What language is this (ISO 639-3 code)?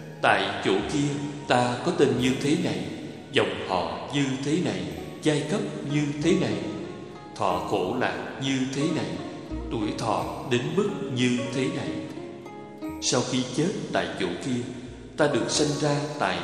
vie